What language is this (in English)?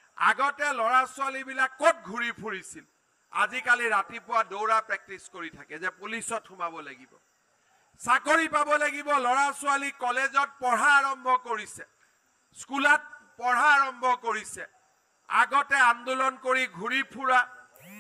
Assamese